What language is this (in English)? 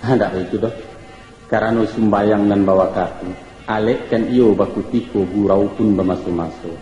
Minangkabau